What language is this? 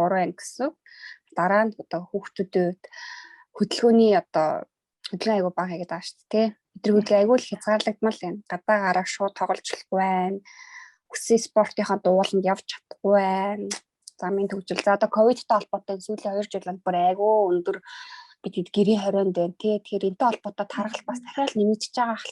Mongolian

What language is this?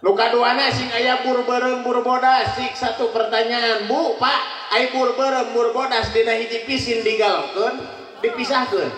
Sundanese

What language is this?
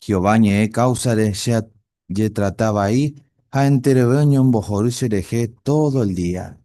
Guarani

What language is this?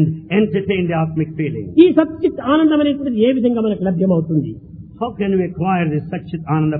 Telugu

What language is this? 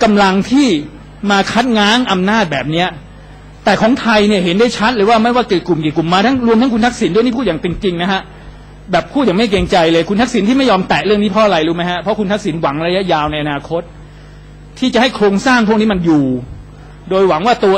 Thai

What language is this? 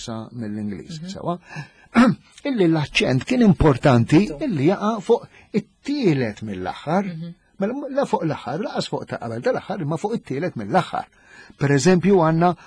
Maltese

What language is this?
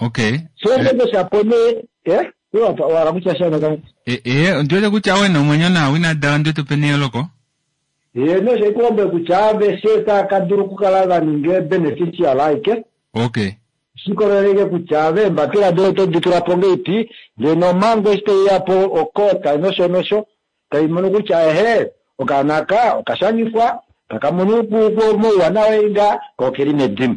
Kuanyama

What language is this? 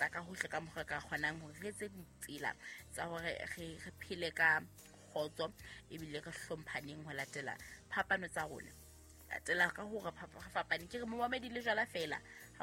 Southern Sotho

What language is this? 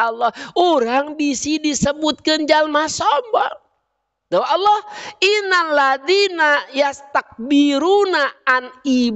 Sundanese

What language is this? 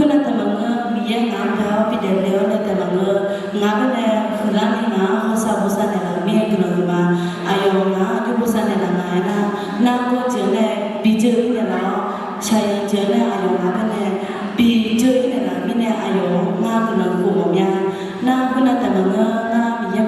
Akha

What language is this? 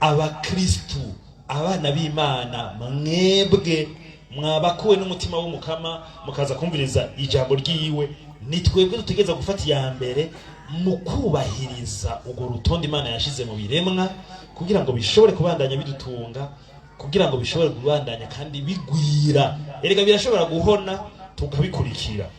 Rundi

